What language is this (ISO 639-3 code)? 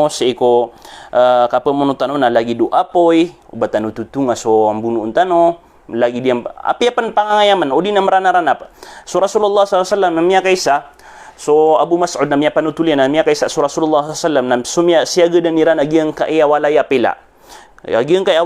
mrw